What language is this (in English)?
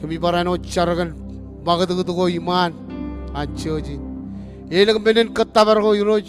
Marshallese